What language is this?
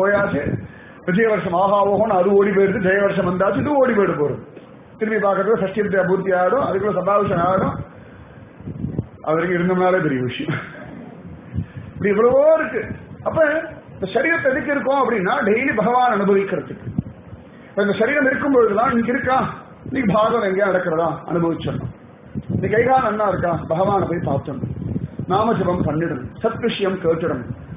Tamil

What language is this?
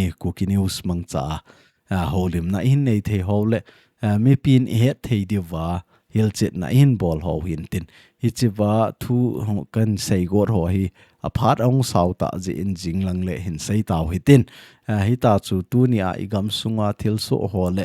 Thado Chin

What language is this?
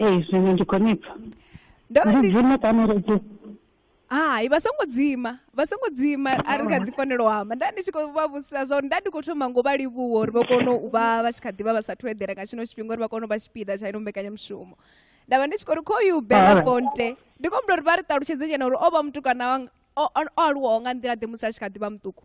Venda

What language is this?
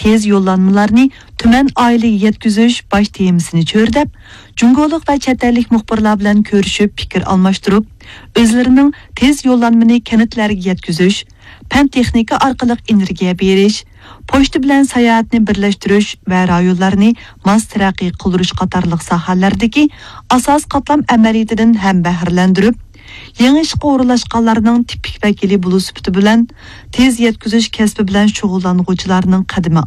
Uyghur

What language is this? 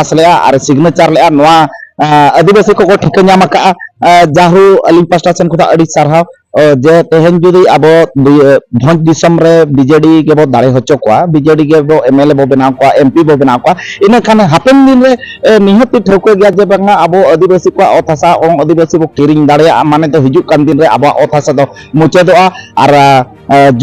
Santali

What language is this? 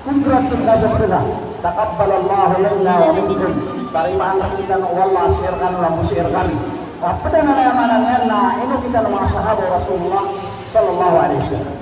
Maranao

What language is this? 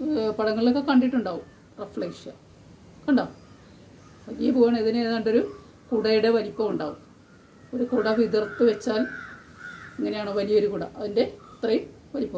Malayalam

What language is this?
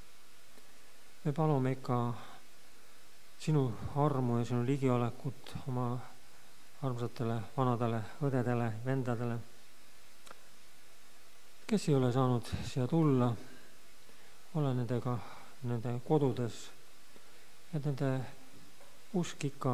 Estonian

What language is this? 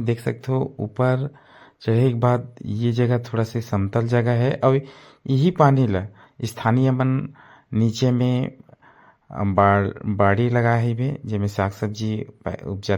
Chhattisgarhi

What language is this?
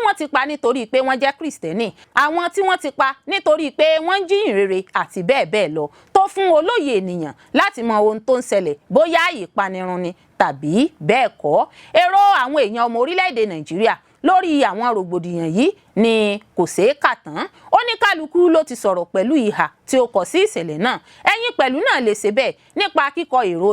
Yoruba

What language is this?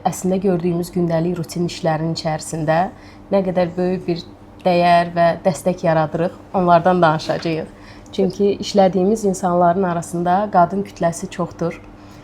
Azerbaijani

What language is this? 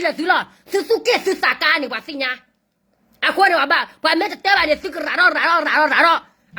S'gaw Karen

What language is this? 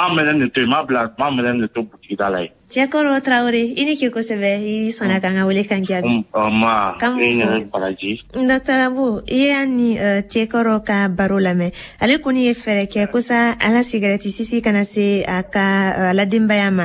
Bambara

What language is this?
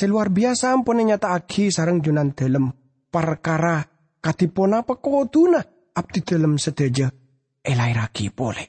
Madurese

